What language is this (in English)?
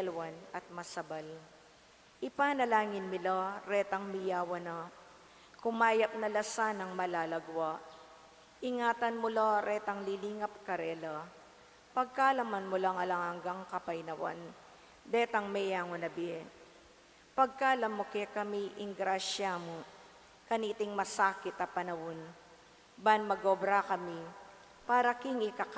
Pampanga